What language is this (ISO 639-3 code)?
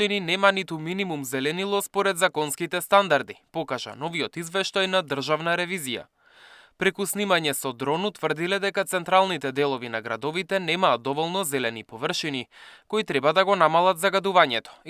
mkd